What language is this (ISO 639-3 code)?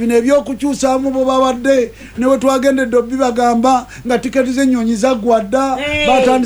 lug